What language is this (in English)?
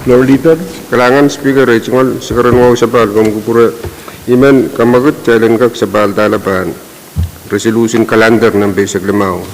Pohnpeian